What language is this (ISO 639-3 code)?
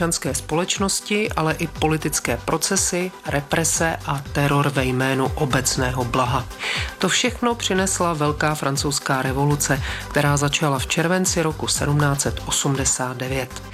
ces